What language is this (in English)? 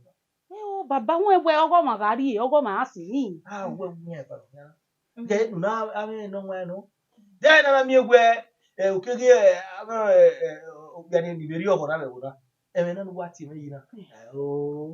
Bini